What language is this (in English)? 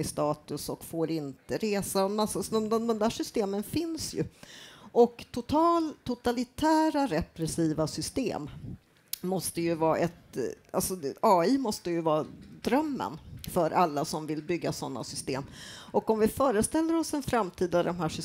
Swedish